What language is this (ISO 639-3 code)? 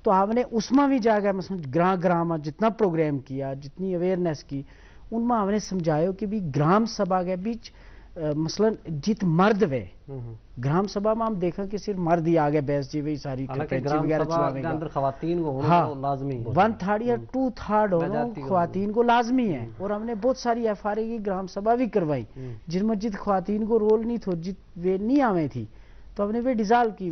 gju